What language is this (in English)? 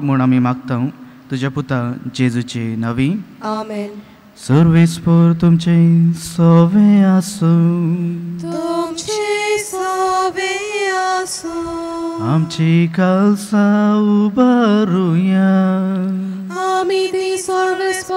Konkani